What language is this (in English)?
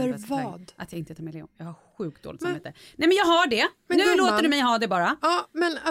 Swedish